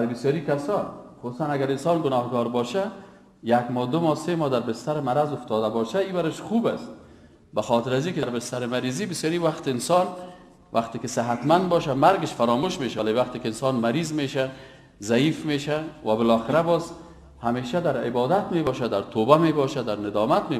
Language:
Persian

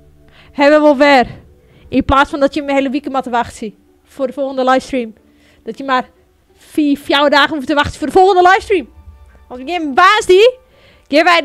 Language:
Western Frisian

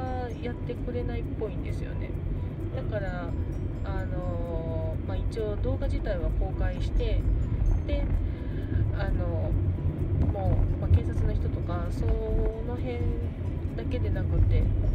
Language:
Japanese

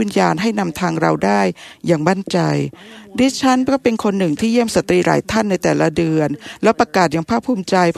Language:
Thai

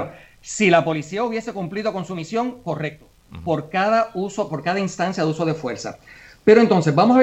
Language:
Spanish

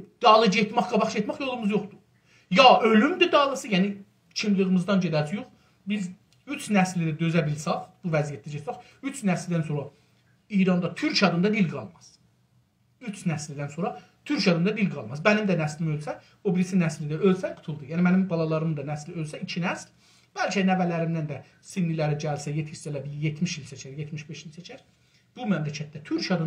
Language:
South Azerbaijani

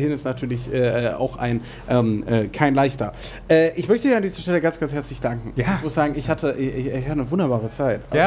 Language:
German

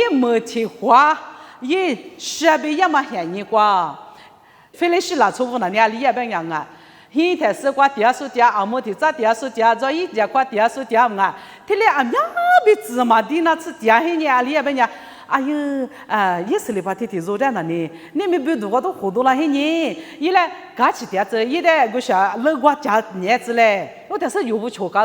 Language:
Lisu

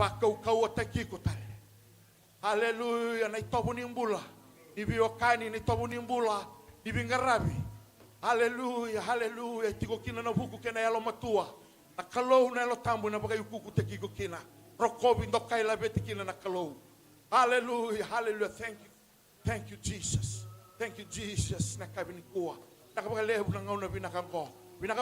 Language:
Fijian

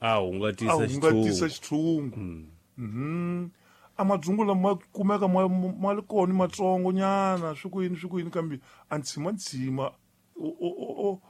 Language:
Tsonga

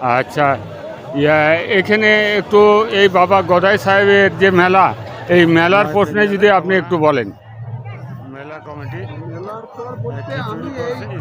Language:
Santali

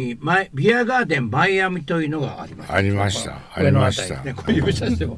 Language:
Japanese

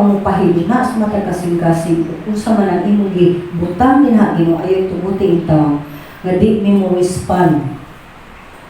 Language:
Cebuano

